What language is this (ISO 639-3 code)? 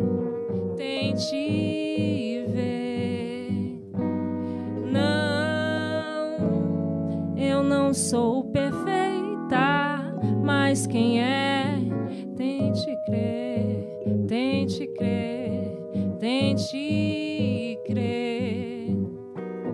por